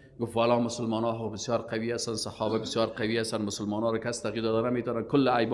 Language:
Persian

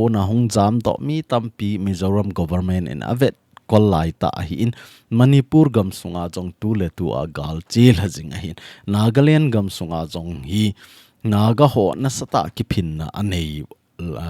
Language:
Thado Chin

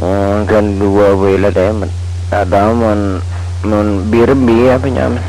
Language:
Madurese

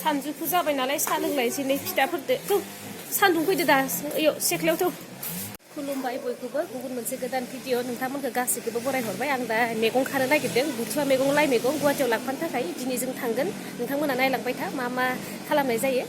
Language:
Bodo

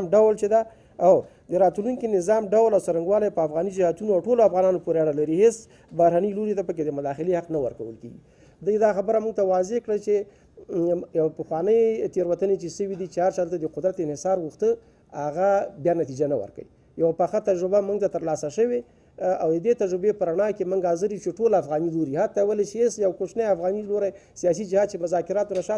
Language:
Pashto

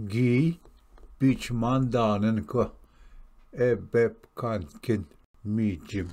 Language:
Ojibwa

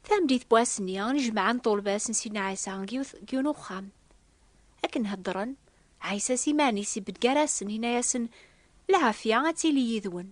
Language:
Kabyle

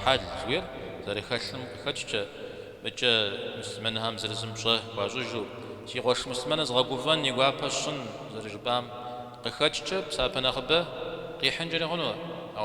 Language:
Kabardian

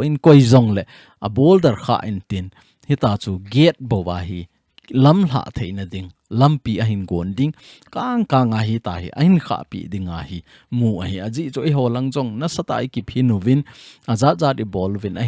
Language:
Thado Chin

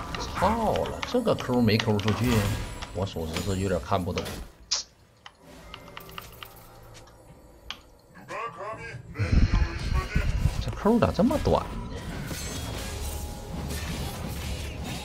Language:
Chinese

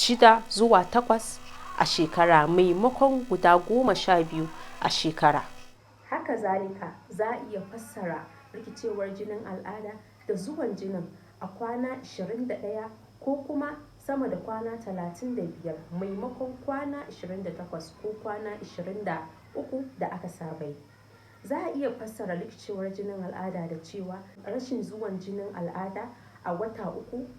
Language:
Hausa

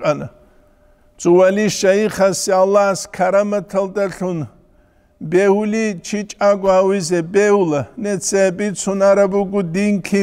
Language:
Avaric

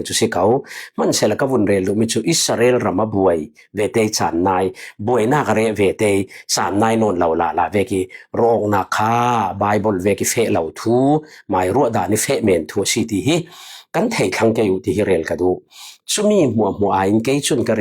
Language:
Falam Chin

